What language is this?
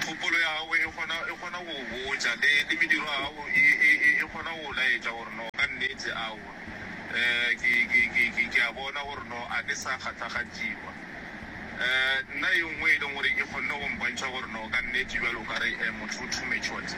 Northern Sotho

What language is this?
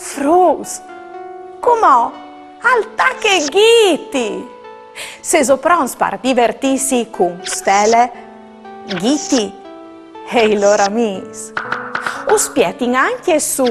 Friulian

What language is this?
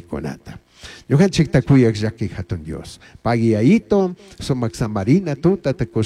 Chimborazo Highland Quichua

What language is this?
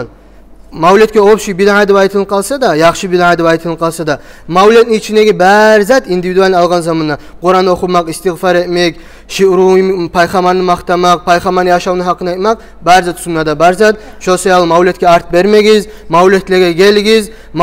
Kumyk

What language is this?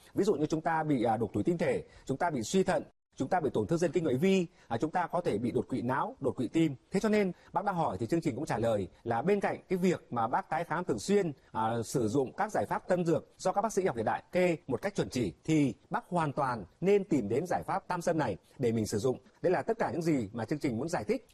Vietnamese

